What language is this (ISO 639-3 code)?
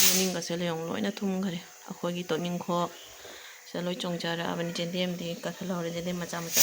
mni